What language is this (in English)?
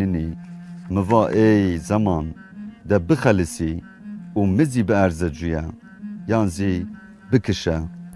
Zaza